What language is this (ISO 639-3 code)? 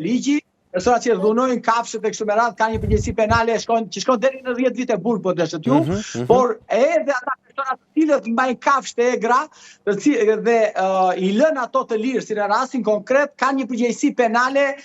sqi